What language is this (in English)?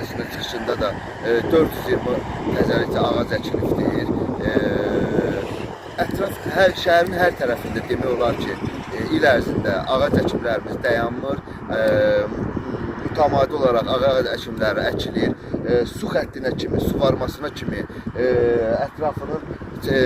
Azerbaijani